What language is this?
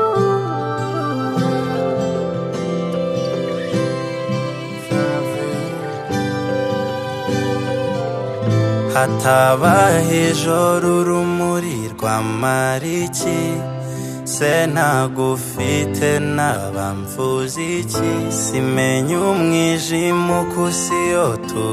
Kinyarwanda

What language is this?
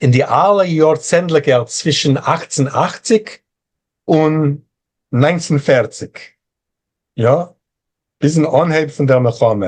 Yiddish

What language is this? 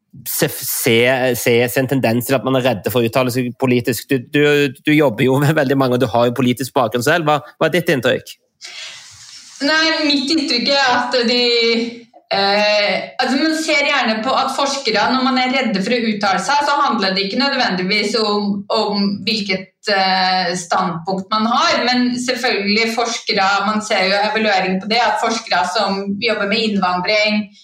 Norwegian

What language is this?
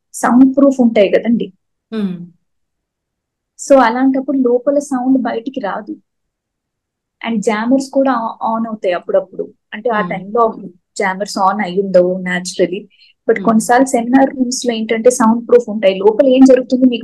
Telugu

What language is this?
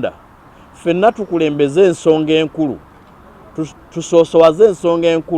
Ganda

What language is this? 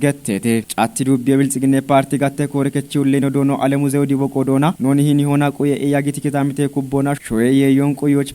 Kafa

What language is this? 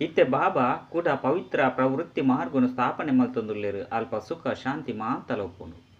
Tulu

